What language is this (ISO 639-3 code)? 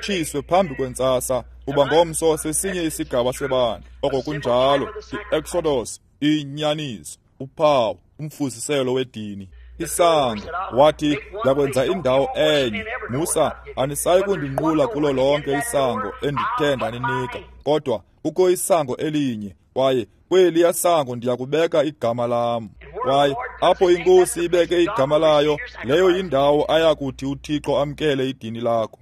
xho